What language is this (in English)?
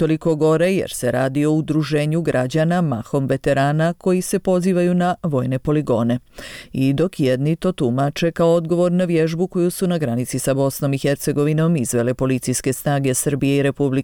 Bosnian